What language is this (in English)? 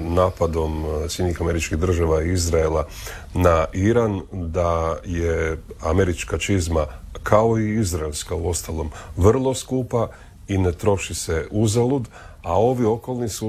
Croatian